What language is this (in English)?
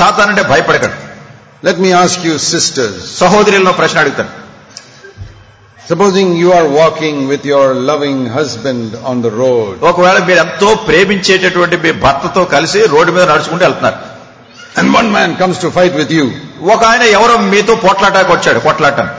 Telugu